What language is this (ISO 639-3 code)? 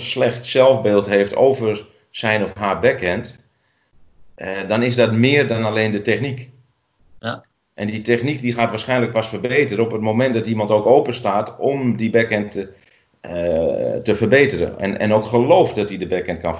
nld